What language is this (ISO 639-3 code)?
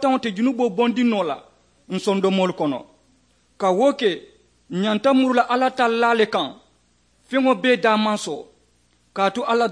man